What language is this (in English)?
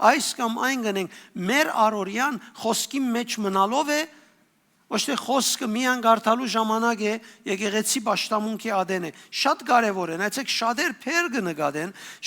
Western Armenian